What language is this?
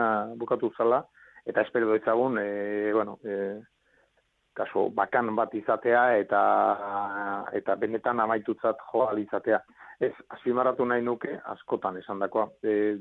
Basque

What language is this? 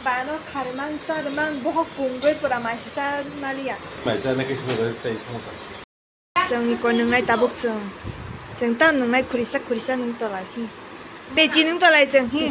Kok Borok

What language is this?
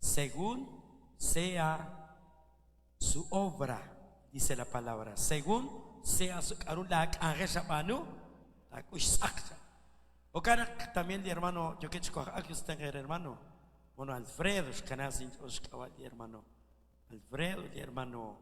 Kekchí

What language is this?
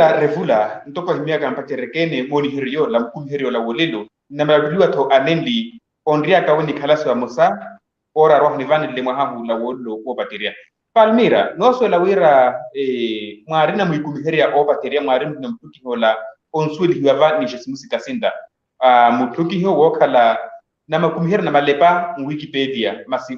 Makhuwa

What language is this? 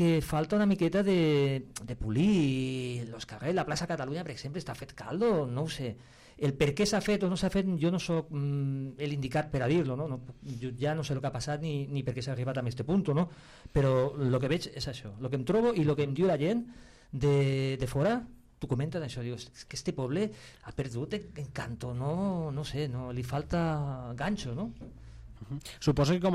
Catalan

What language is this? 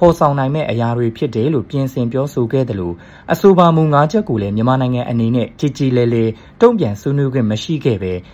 Burmese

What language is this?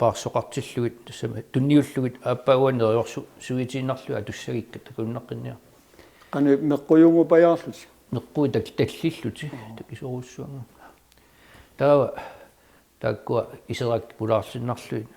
Kalaallisut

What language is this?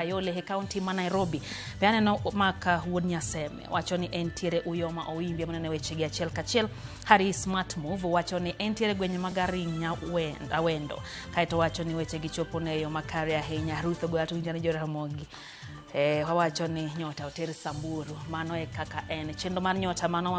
Luo (Kenya and Tanzania)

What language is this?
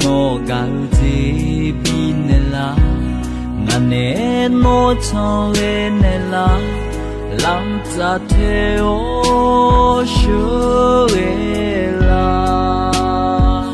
Akha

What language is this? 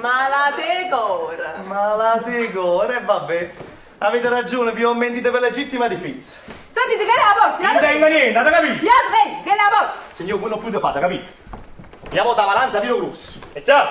Neapolitan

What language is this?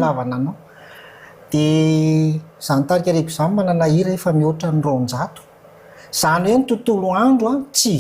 Malagasy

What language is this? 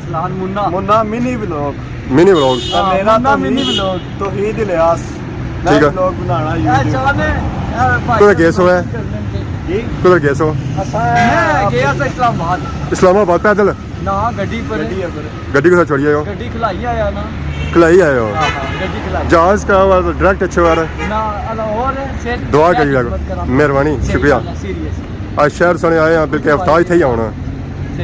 Pahari-Potwari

